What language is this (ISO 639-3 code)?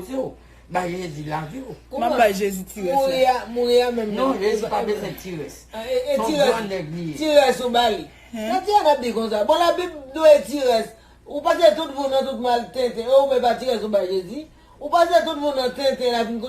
hat